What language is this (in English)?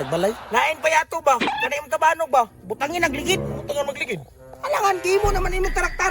Cebuano